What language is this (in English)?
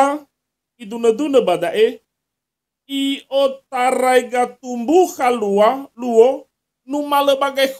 Nias